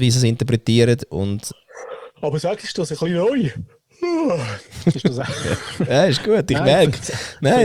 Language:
German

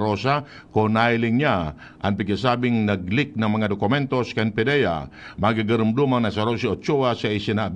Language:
Bikol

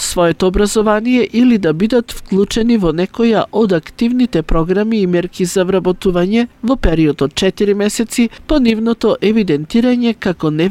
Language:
Macedonian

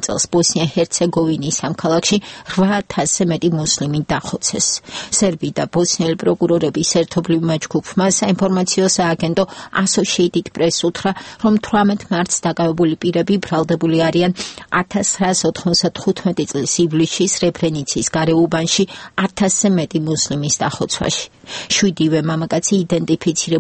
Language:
Georgian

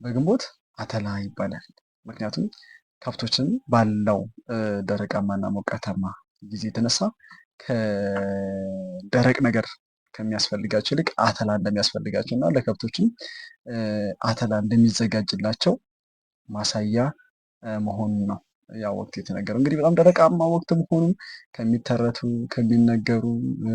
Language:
Amharic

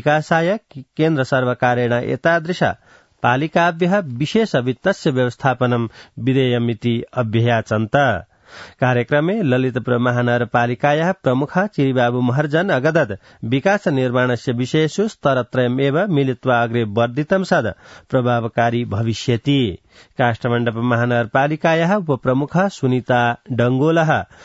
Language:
Sanskrit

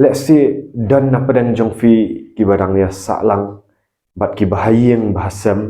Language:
Khasi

